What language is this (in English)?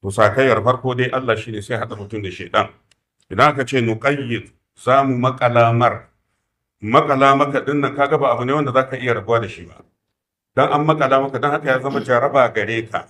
Hausa